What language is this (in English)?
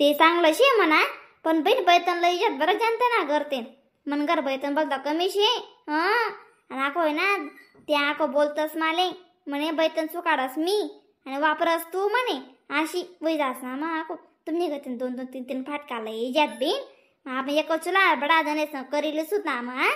Khandesi